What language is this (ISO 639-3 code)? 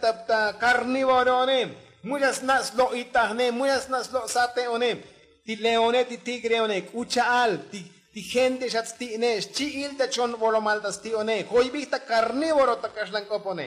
tzo